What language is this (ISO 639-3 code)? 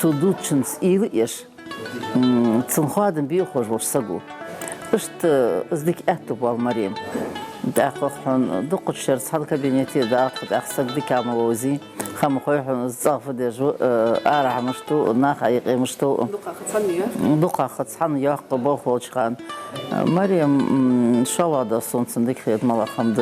inh